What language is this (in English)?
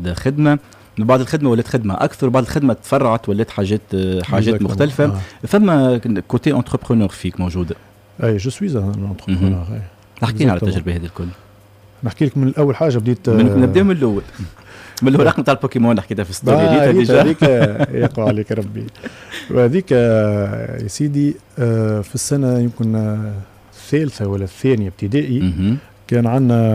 Tunisian Arabic